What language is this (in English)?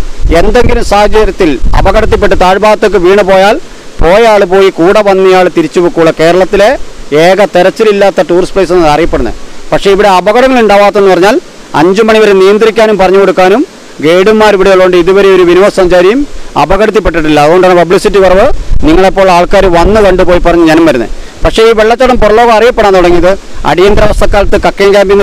Malayalam